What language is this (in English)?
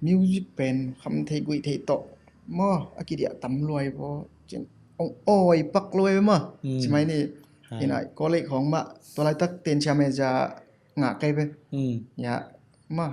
Tedim Chin